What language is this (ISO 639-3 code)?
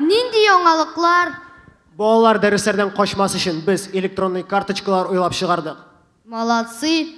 tat